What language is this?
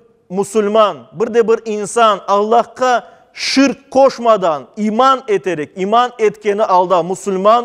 Crimean Tatar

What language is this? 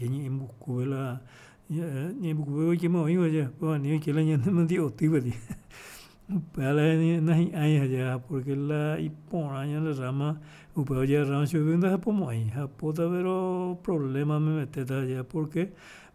Guarani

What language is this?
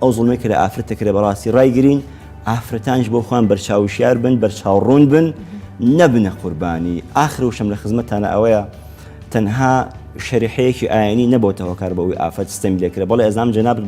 Central Kurdish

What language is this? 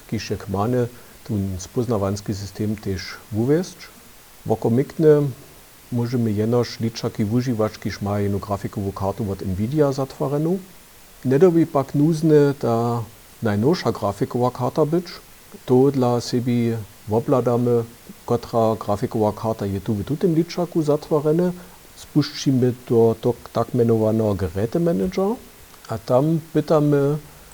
Upper Sorbian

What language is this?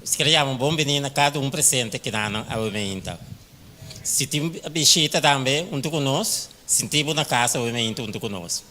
Papiamento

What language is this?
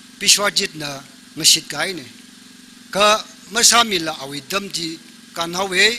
Tangkhul Naga (India)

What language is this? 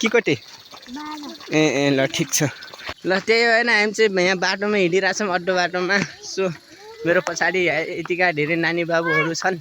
Nepali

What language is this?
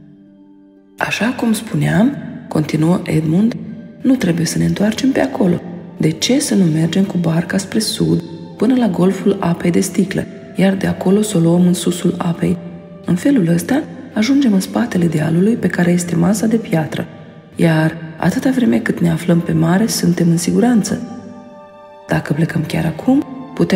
Romanian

